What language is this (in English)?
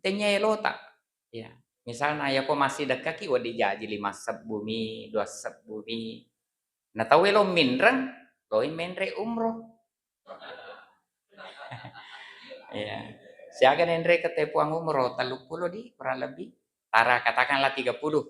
Buginese